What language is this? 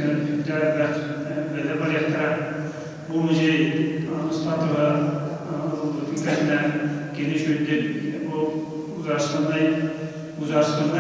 Yakut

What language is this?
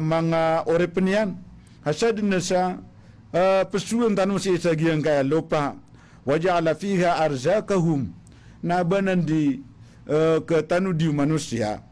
Maranao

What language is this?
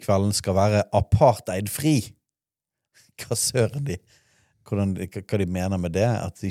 Norwegian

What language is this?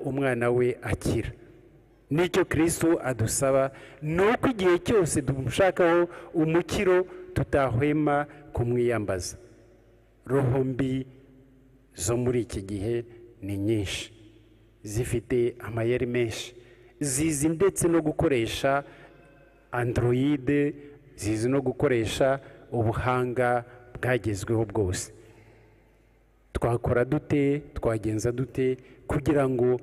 Kinyarwanda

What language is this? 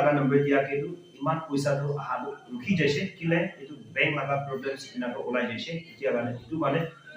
Naga Pidgin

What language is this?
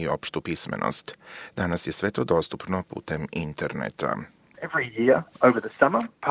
Croatian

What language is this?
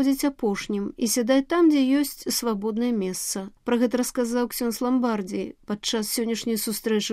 Belarusian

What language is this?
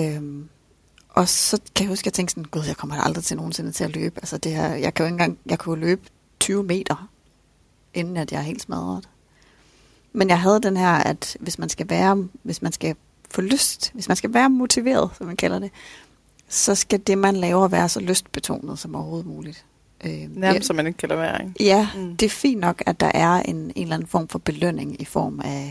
Danish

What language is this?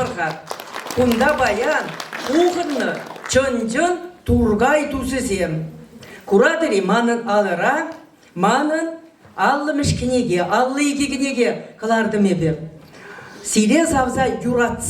Chuvash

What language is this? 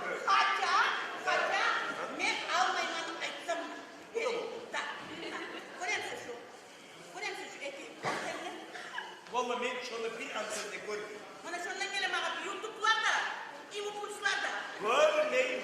Kumyk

